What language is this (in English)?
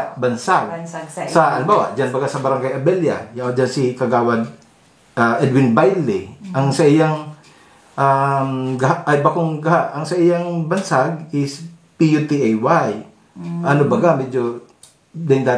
Bikol